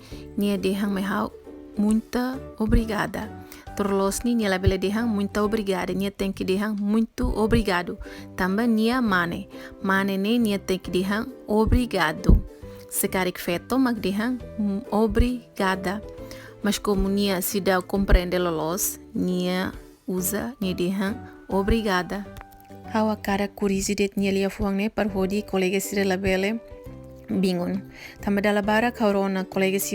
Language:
Tetum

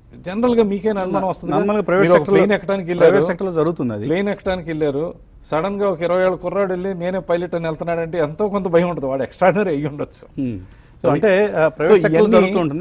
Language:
Telugu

